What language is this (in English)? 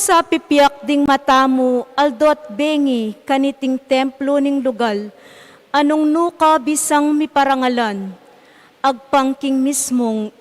Pampanga